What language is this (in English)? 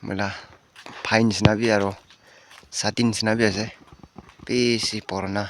Naga Pidgin